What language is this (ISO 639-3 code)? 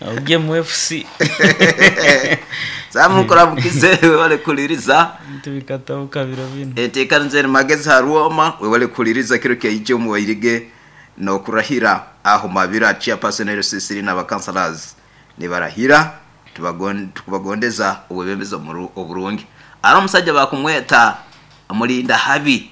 nyo